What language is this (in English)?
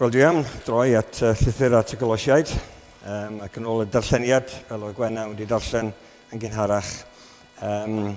Welsh